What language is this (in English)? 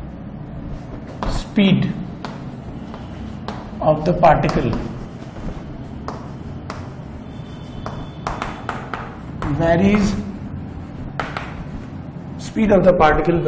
Hindi